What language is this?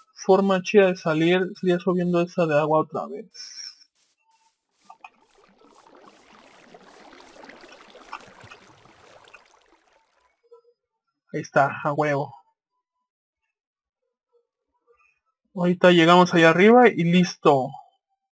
Spanish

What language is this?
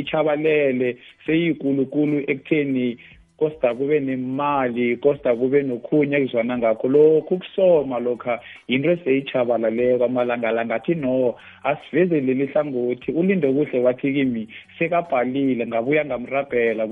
South Ndebele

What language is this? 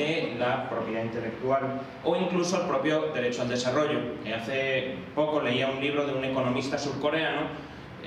Spanish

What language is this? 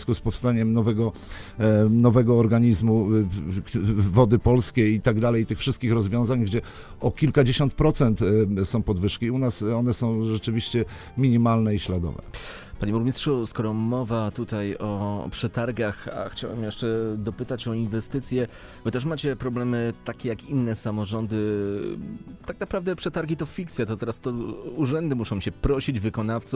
Polish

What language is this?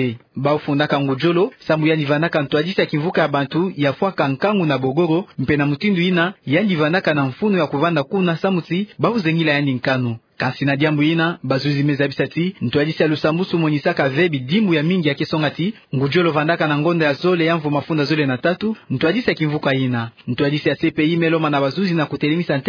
Kituba (Democratic Republic of Congo)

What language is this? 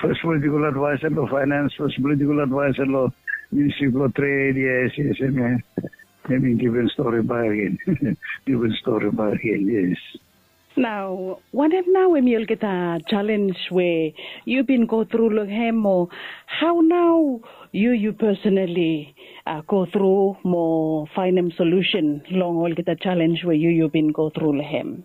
Bislama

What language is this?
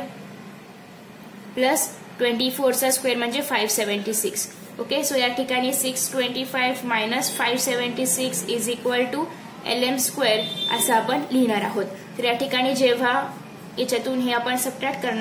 Marathi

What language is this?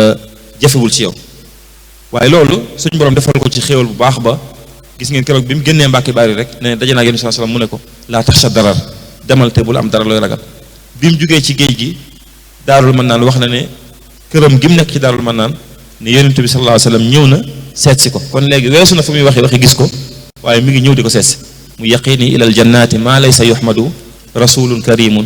Wolof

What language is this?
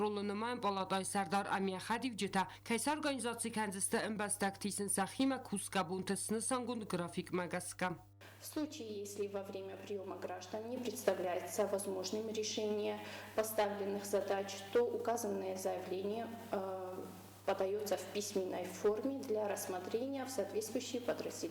Ossetic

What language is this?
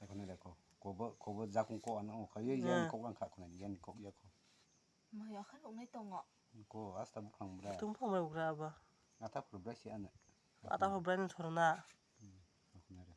Kok Borok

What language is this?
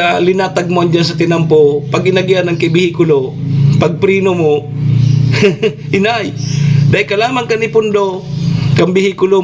Bikol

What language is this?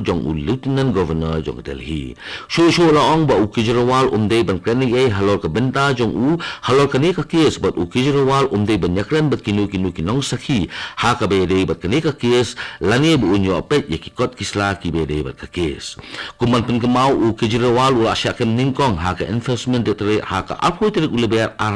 Khasi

